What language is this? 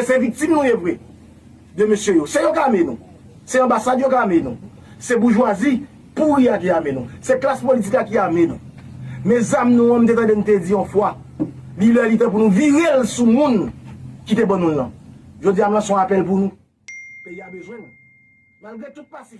Haitian Creole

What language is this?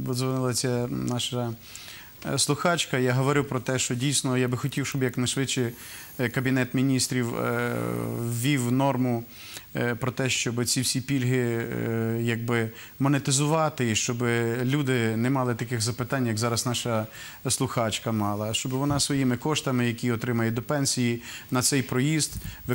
Ukrainian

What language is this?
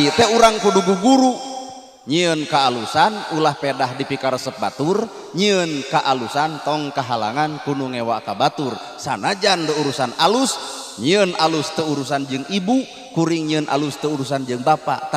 Sundanese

